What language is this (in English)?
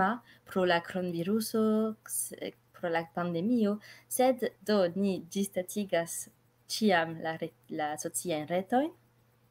Esperanto